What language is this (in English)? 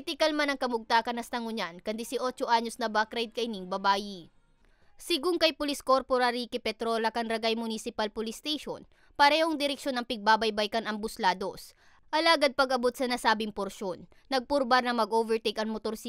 Bikol